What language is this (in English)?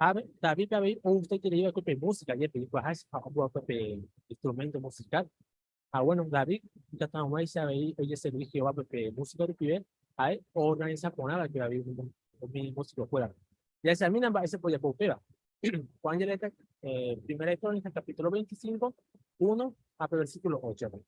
Guarani